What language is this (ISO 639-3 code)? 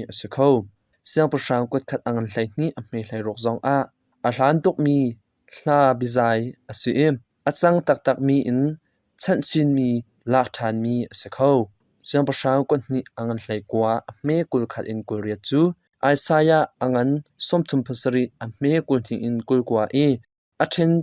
cnh